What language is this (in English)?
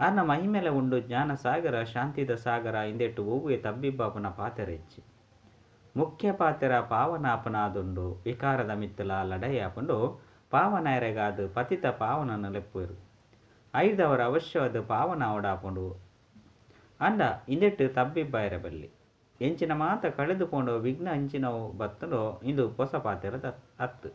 Tulu